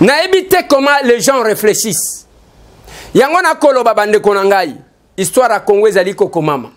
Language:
Lingala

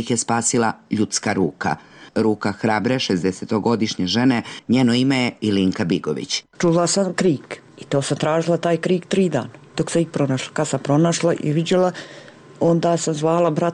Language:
Serbian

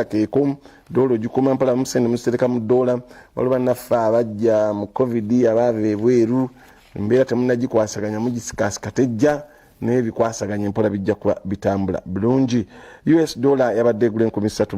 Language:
Ganda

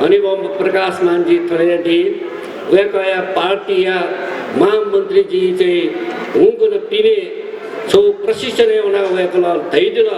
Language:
Newari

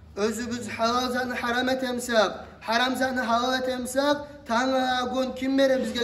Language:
Kumyk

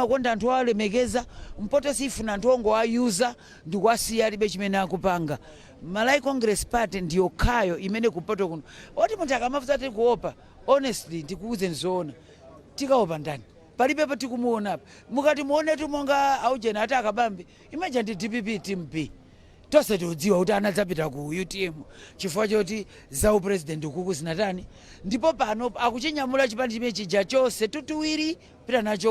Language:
Nyanja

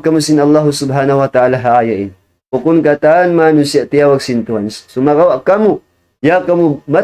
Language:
Tausug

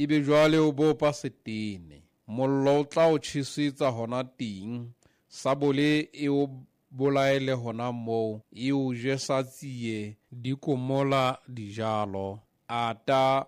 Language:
Southern Sotho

